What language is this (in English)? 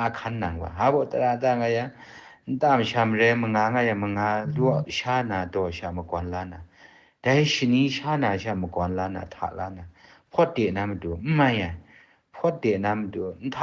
Kachin